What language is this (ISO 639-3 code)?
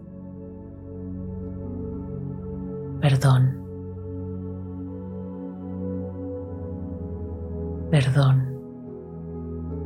spa